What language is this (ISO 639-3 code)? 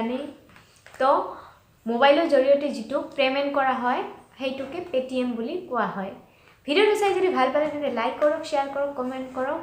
asm